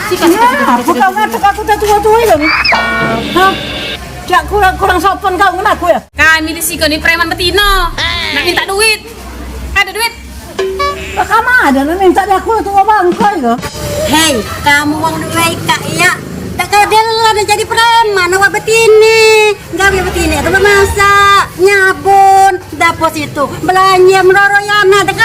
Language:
Musi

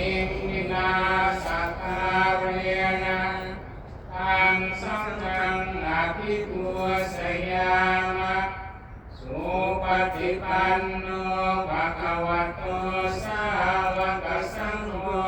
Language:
Pali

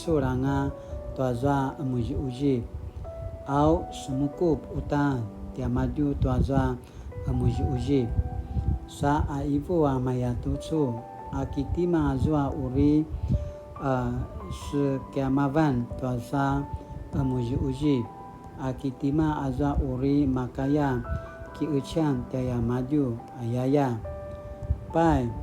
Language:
Paiwan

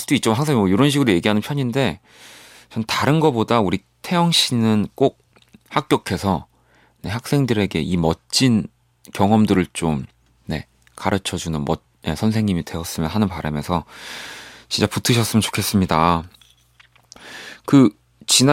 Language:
Korean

